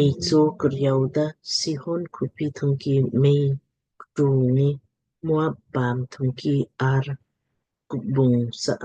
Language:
Lamkang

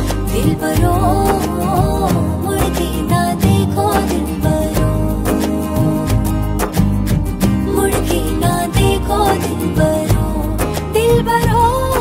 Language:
Bangla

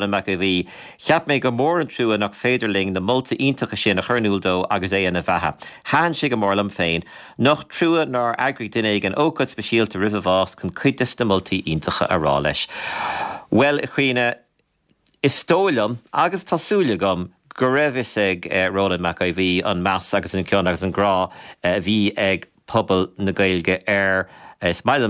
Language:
Irish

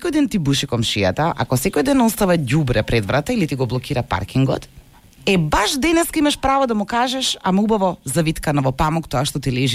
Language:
Macedonian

